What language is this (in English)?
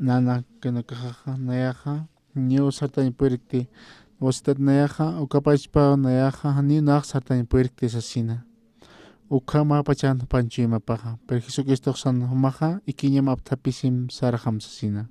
Aymara